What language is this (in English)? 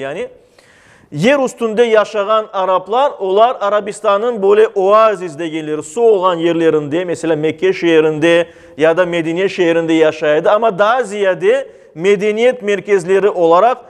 Crimean Tatar